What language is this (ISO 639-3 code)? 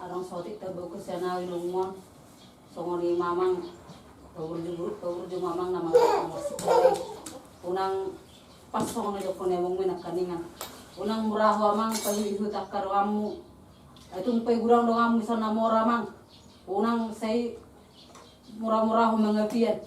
bbc